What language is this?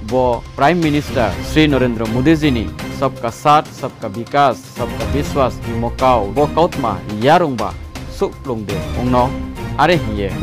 Riang (India)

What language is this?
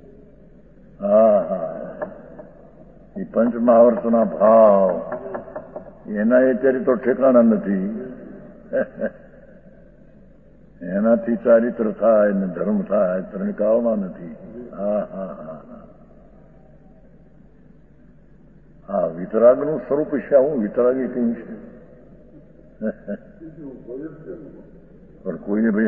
Gujarati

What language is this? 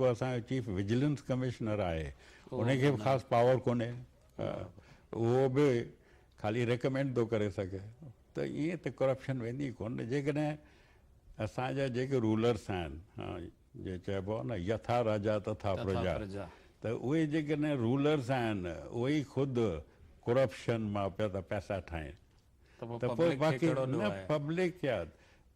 Sindhi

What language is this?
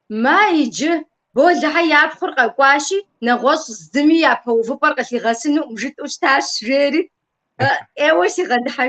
Kabardian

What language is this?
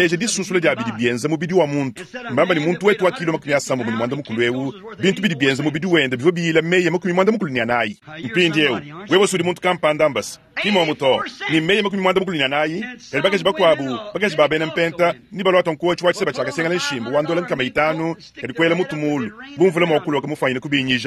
Luba-Lulua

